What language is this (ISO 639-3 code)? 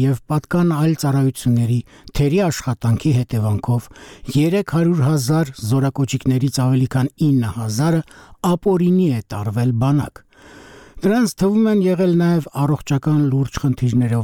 hye